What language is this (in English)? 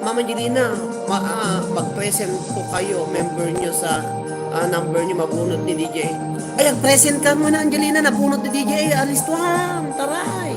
Iloko